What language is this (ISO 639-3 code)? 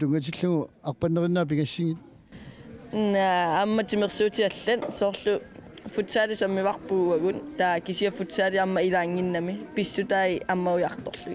kal